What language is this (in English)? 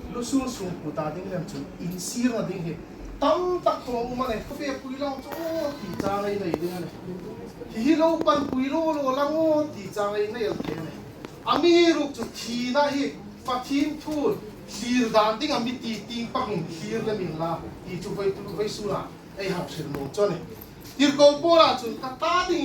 Hmar